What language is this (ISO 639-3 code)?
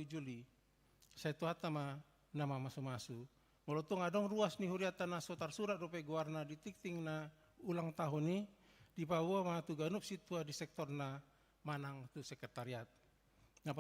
bbc